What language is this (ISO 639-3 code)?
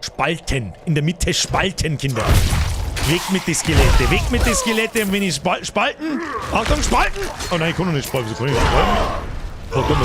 bar